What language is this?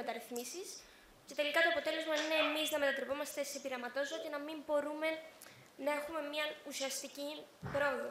Greek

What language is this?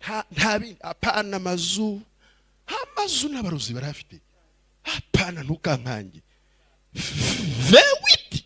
Kinyarwanda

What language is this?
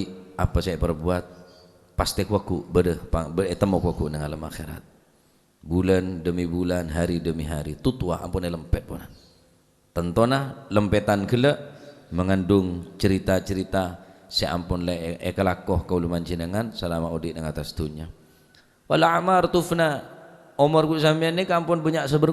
Madurese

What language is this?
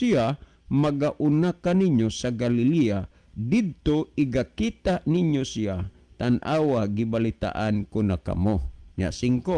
Cebuano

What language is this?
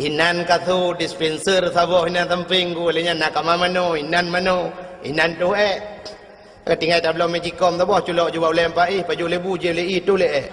Achinese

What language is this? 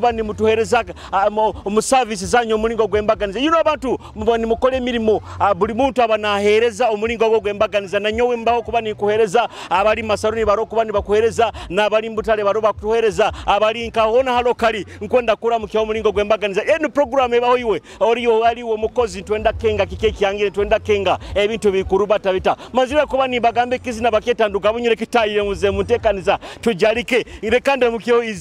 Nyoro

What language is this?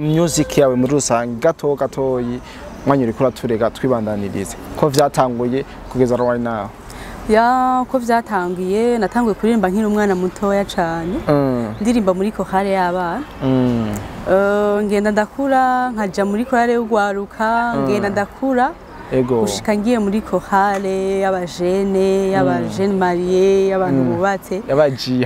Rundi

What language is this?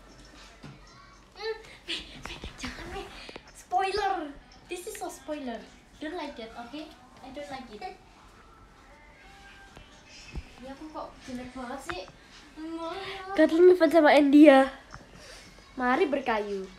Indonesian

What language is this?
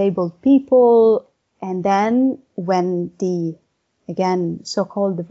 English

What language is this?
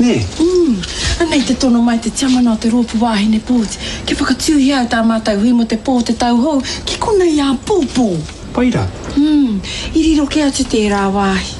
Māori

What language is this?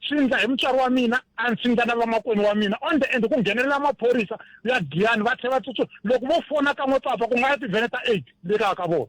Tsonga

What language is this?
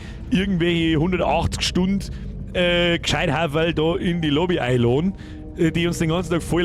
Bavarian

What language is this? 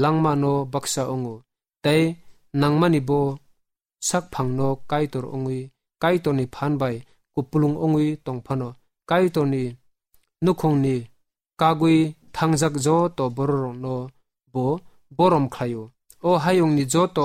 Kok Borok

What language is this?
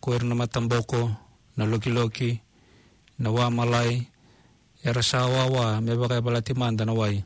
Fijian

